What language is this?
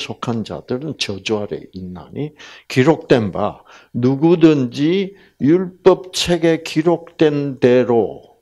Korean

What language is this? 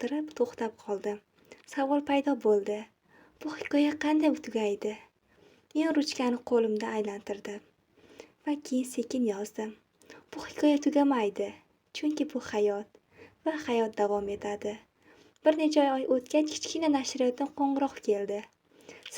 Uzbek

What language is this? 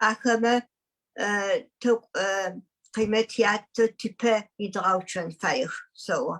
Adyghe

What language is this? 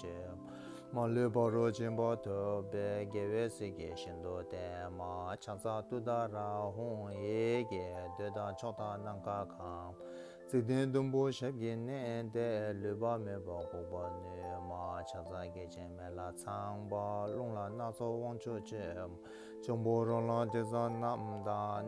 Tibetan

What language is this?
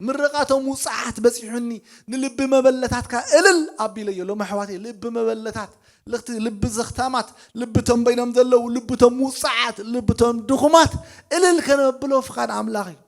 Tigrinya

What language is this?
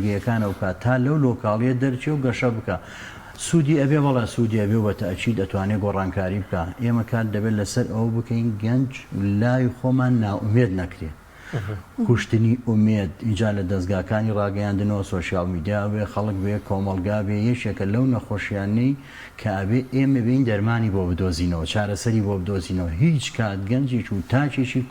Central Kurdish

